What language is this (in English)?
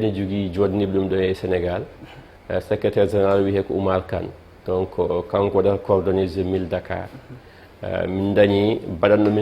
Fula